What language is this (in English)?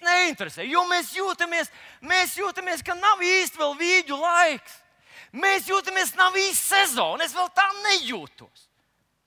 Latvian